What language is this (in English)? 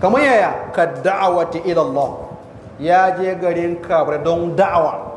Hausa